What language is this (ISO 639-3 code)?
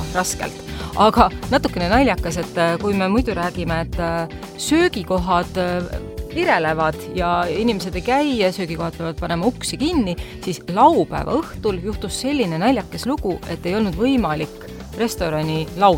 est